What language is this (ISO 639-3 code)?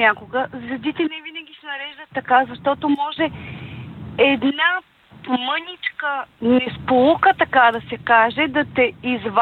bul